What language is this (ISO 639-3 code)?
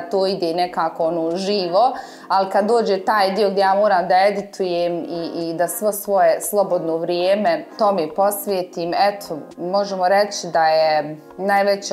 bos